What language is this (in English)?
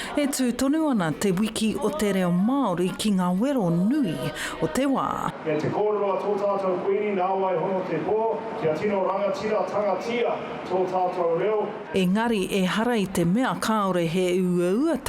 Māori